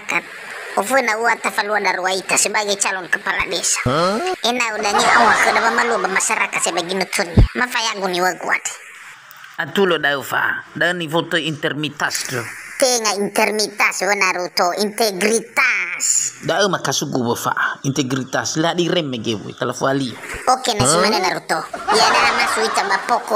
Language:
Nias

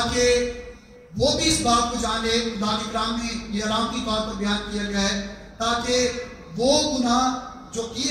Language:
Urdu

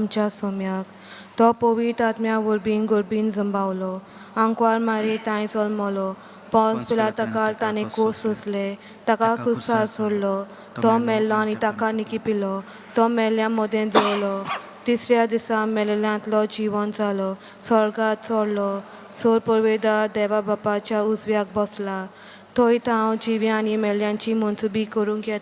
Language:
Konkani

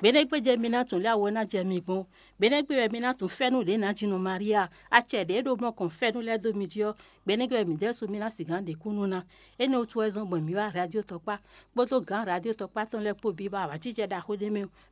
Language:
Fon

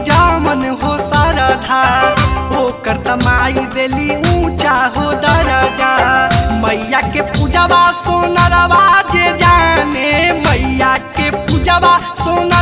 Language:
Bhojpuri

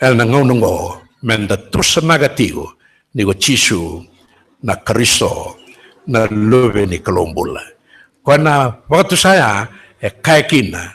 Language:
Fijian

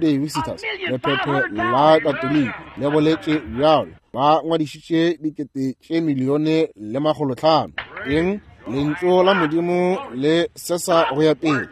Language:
Northern Sotho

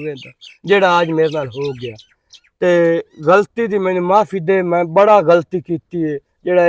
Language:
Western Panjabi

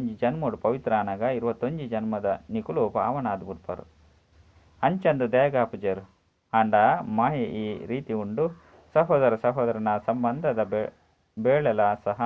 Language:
Tulu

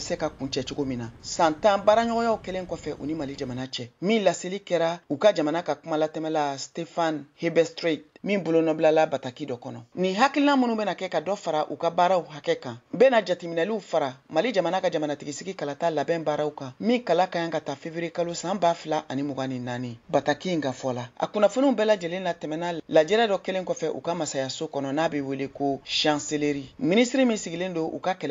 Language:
Bambara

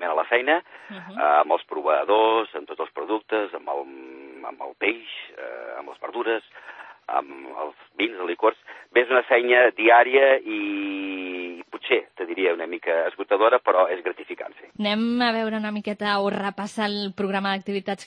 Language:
Catalan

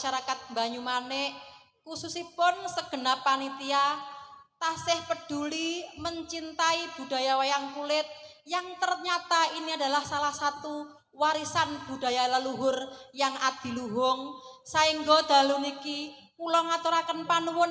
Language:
Javanese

